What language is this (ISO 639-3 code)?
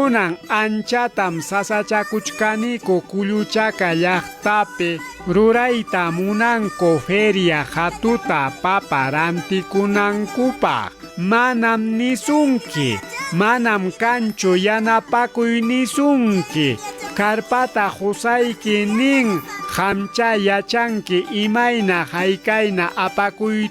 quy